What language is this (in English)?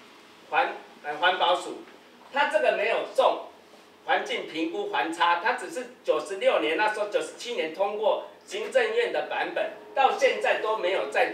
Chinese